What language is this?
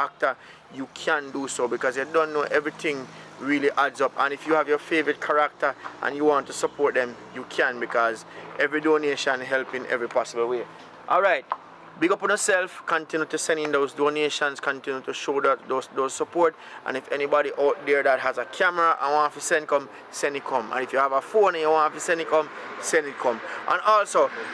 Jamaican Creole English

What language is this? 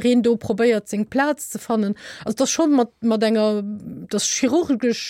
Luxembourgish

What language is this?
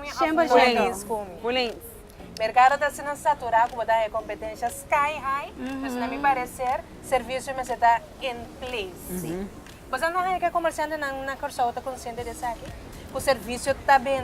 Papiamento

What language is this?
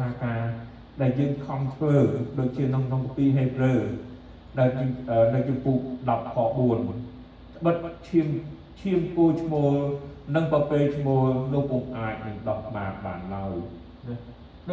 Khmer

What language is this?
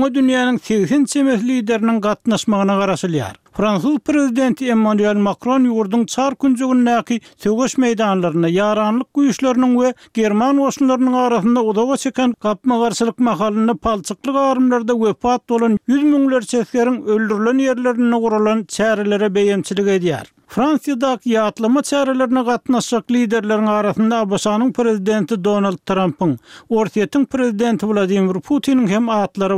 Turkmen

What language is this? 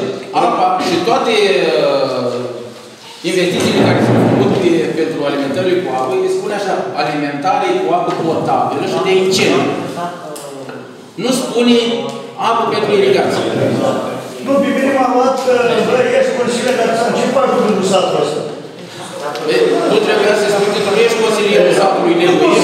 Romanian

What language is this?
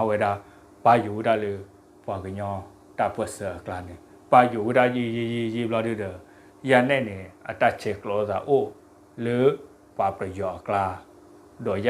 S'gaw Karen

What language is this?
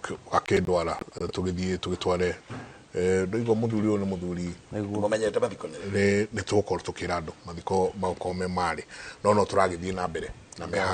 Kikuyu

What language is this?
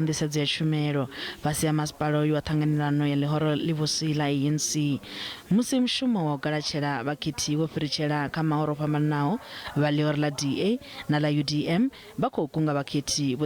Venda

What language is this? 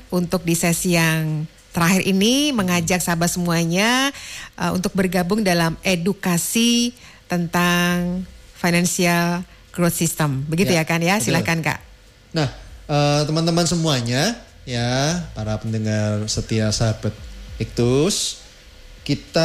Indonesian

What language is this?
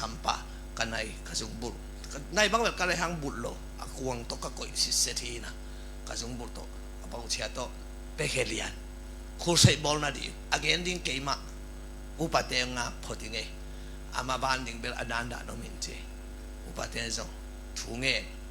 Tedim Chin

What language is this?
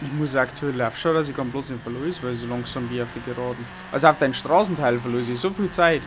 Bavarian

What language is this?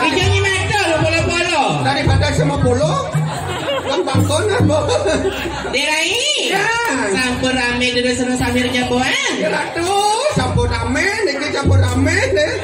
Balinese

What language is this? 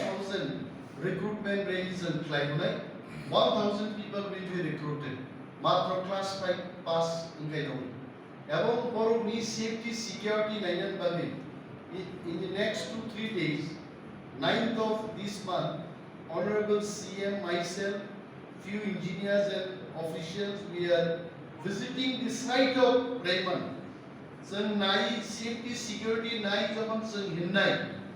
Kok Borok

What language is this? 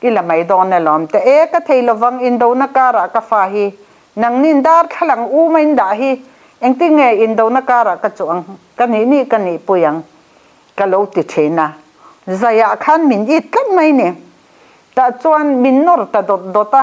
Mizo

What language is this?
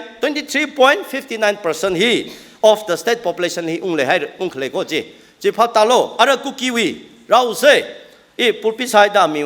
Tangkhul Naga (India)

